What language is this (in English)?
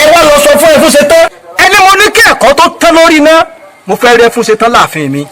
Yoruba